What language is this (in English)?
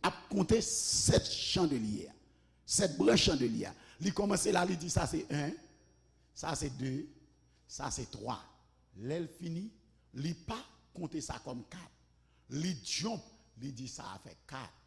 Haitian Creole